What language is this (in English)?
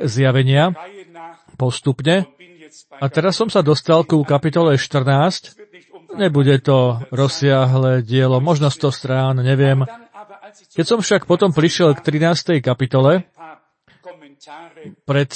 Slovak